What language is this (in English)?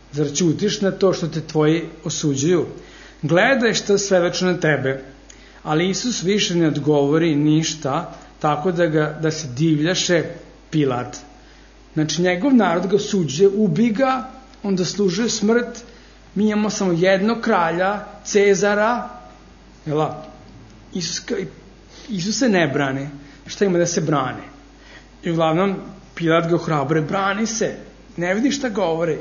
Serbian